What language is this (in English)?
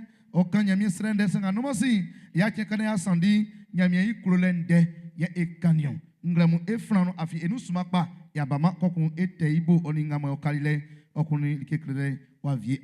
Baoulé